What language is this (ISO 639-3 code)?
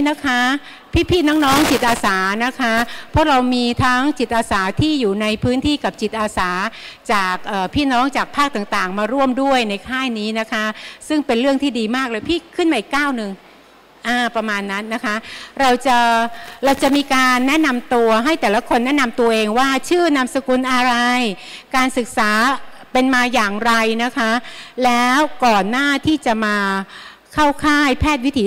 tha